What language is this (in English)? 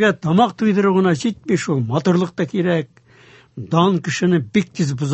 Tatar